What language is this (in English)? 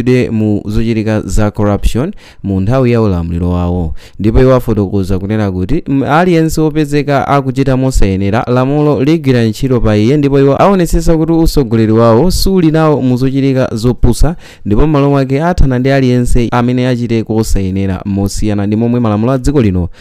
Nyanja